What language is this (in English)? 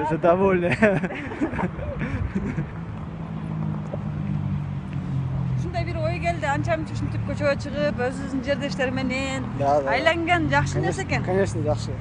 Kyrgyz